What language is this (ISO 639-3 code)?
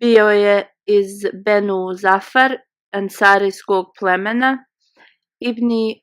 bos